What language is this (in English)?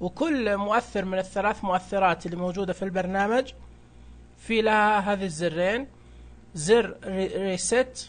Najdi Arabic